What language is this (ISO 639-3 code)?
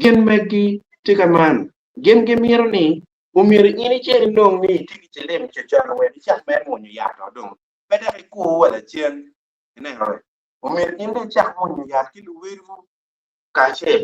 ach